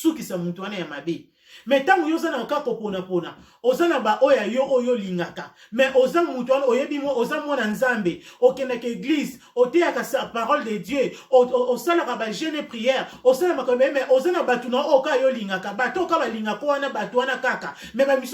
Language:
Lingala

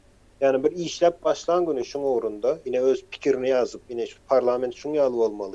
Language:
Turkmen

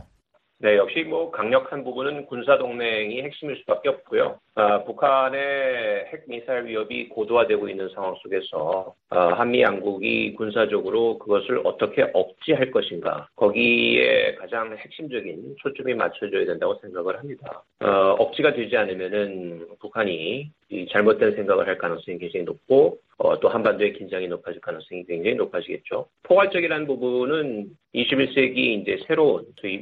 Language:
Korean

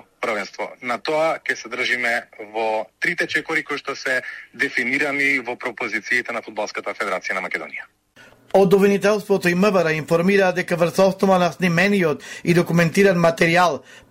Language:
Macedonian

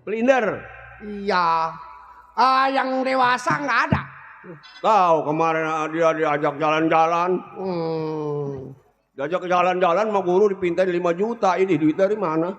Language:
Betawi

